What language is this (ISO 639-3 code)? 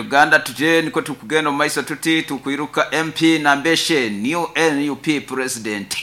nyo